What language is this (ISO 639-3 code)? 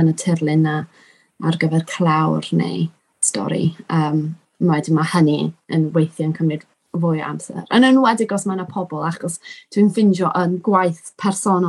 cym